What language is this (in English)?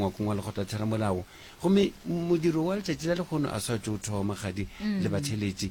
Northern Sotho